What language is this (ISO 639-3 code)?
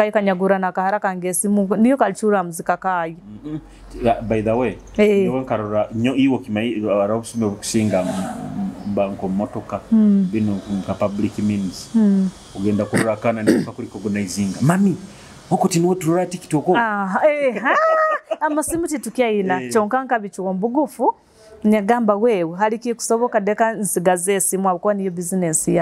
nyo